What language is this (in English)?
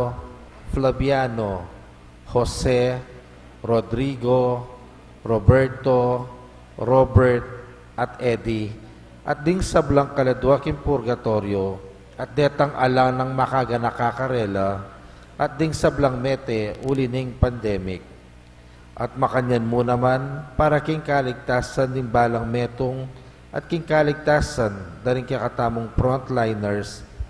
Pampanga